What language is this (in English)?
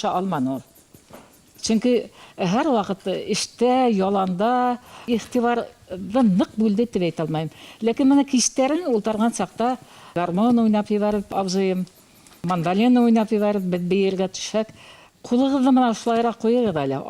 Bashkir